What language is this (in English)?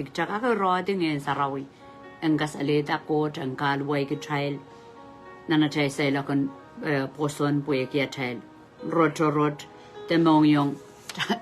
Pohnpeian